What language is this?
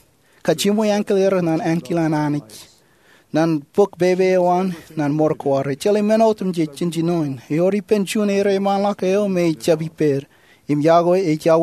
Marshallese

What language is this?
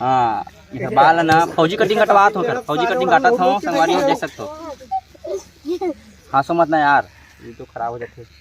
Chhattisgarhi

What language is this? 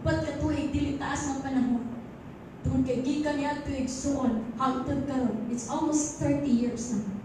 Cebuano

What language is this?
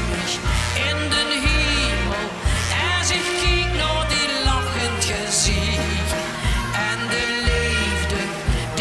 Limburgish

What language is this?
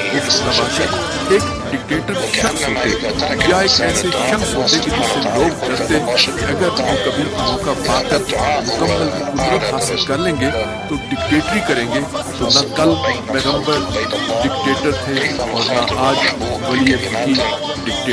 Urdu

